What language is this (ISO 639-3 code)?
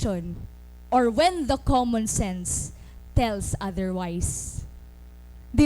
war